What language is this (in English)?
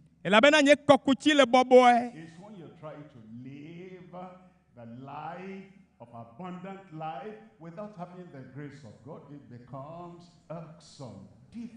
Ewe